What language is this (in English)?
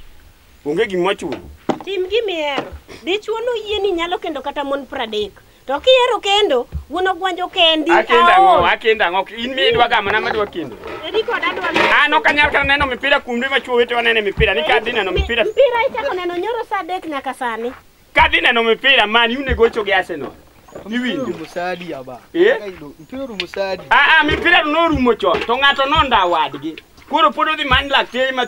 Luo (Kenya and Tanzania)